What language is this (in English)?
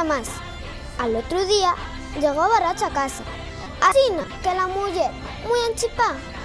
Asturian